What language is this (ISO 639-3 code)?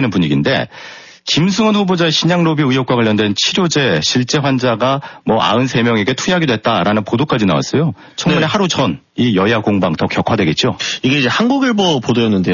kor